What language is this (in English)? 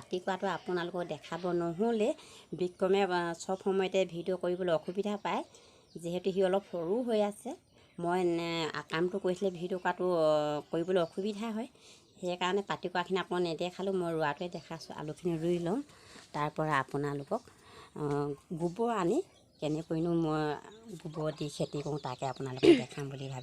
Assamese